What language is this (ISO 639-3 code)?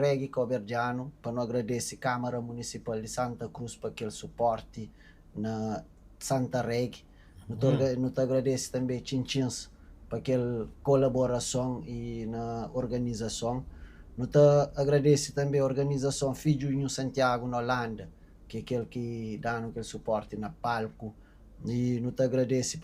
kea